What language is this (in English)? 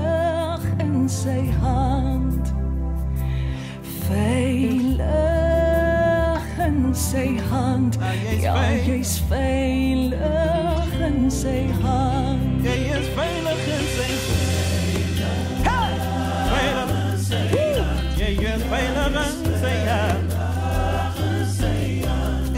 Afrikaans